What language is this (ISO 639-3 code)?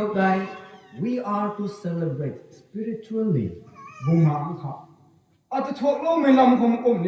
nbu